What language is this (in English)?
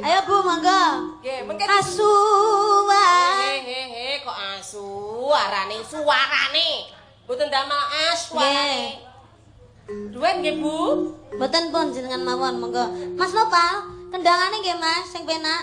Javanese